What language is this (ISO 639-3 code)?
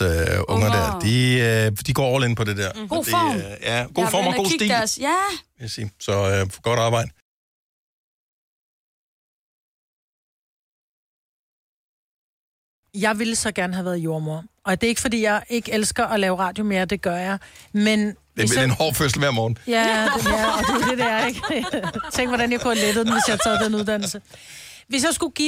dan